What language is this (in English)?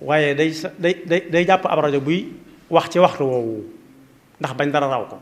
Wolof